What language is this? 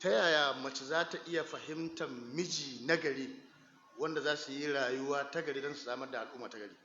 Hausa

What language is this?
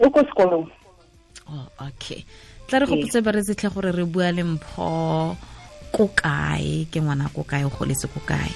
Tswana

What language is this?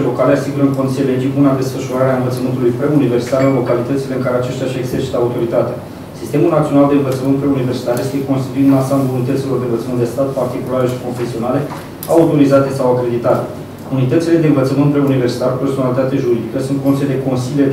Romanian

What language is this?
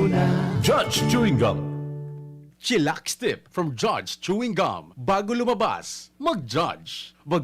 Bikol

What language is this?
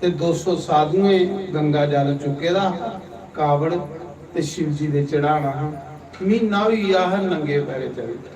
Dogri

